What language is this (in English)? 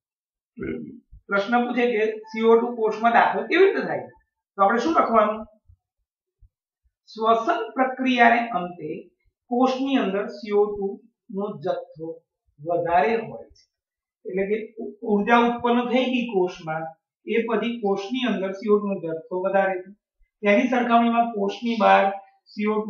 Gujarati